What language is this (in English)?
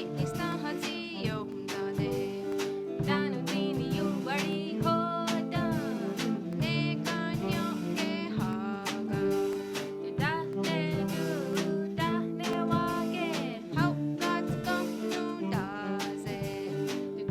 Mohawk